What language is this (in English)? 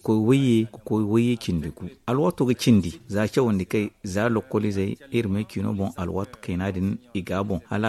Zarma